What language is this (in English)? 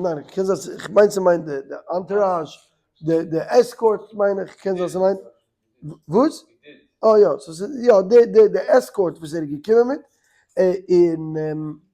Yiddish